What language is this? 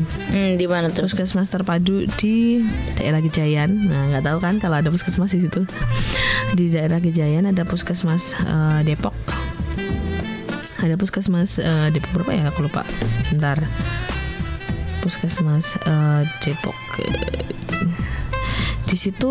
Indonesian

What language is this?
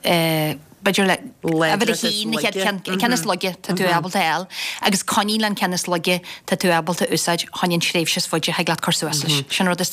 Irish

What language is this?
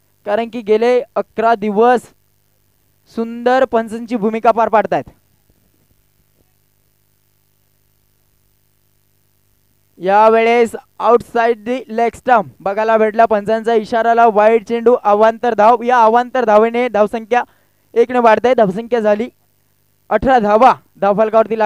Marathi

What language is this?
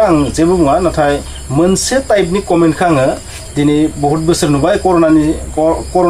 Bodo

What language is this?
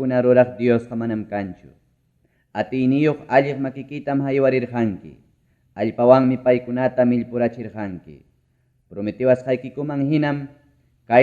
Ayacucho Quechua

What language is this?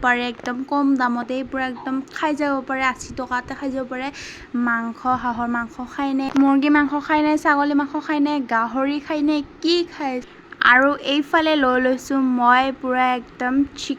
Assamese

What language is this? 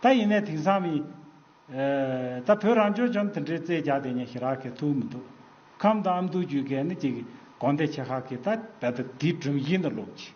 Tibetan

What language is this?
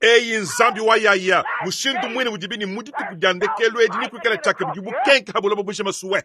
Luba-Lulua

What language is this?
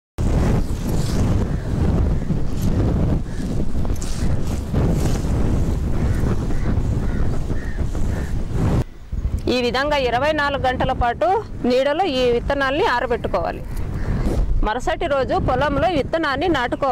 Telugu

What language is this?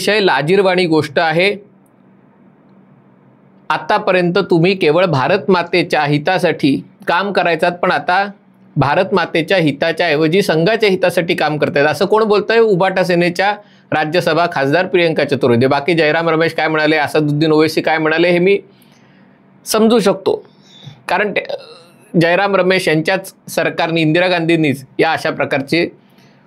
Marathi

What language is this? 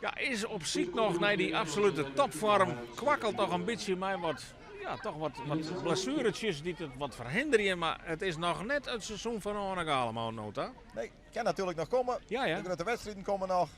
Western Frisian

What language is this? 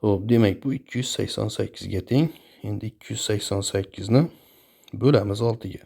Uzbek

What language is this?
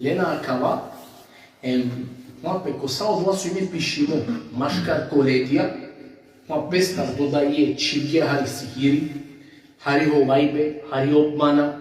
Balkan Romani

